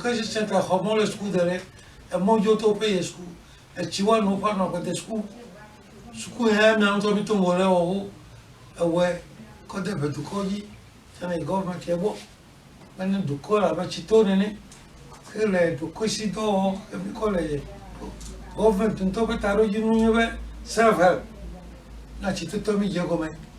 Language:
Ewe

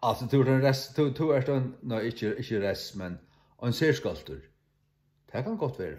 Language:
Faroese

